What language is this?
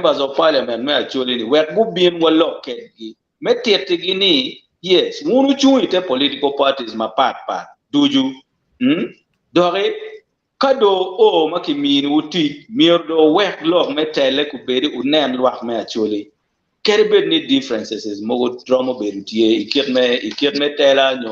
Acoli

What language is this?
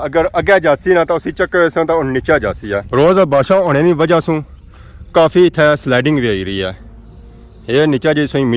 Pahari-Potwari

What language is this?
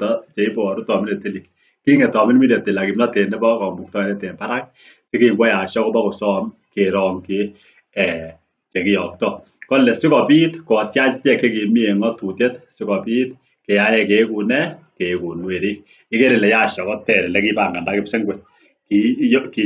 Kalenjin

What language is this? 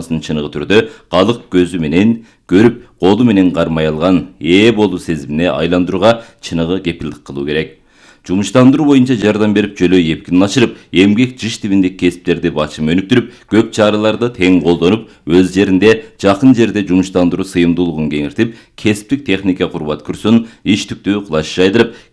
Kyrgyz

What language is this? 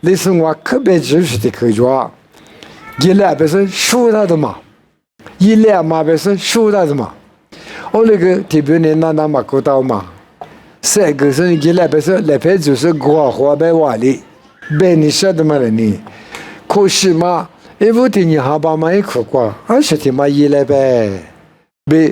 Lisu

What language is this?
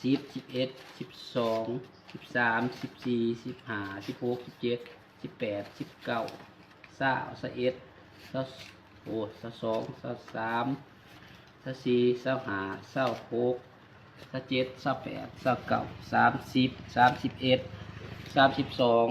Lao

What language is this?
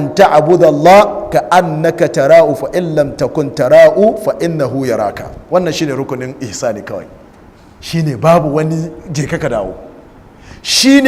Hausa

